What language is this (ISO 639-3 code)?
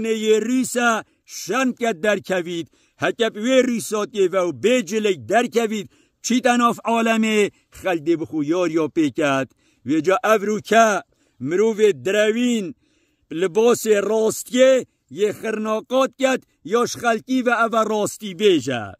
kur